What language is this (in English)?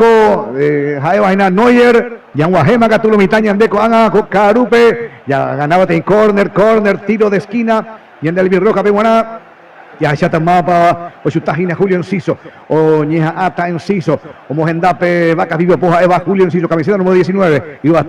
Guarani